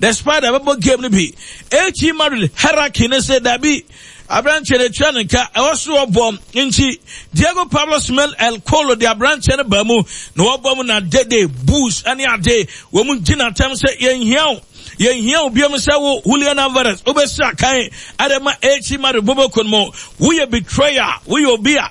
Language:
Akan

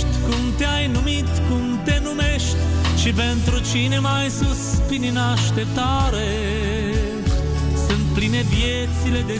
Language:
Romanian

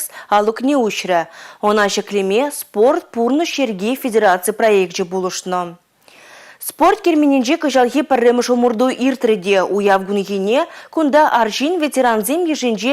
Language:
Chuvash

